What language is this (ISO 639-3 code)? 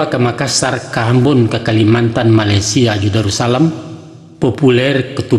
min